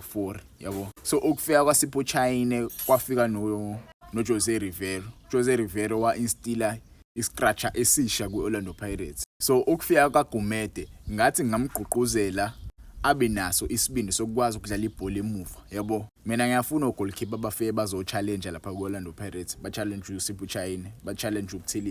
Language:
Zulu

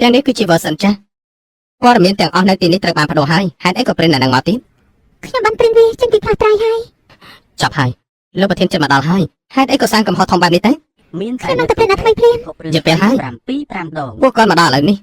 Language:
Khmer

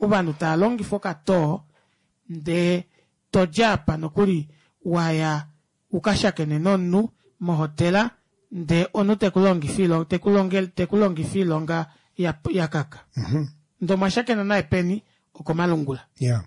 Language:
Kuanyama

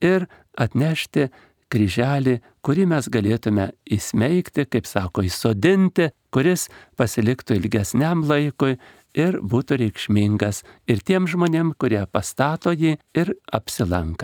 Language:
Lithuanian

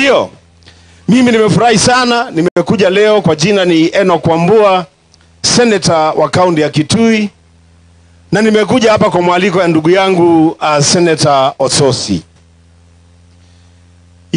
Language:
Swahili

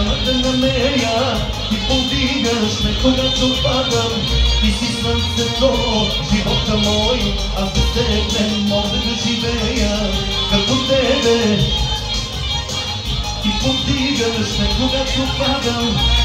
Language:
Bulgarian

